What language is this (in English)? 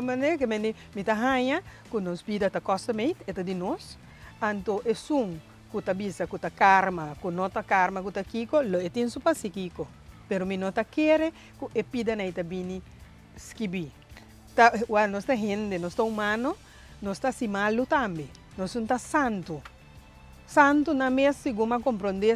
Papiamento